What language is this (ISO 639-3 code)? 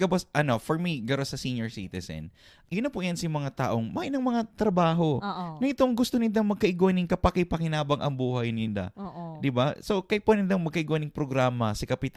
bik